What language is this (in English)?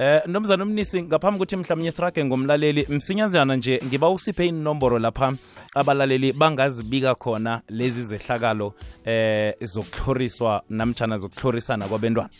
South Ndebele